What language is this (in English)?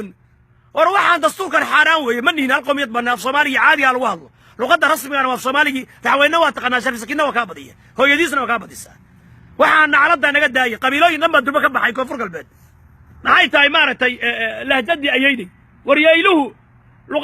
Somali